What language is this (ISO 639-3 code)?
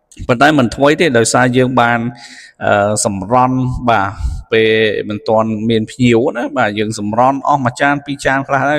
khm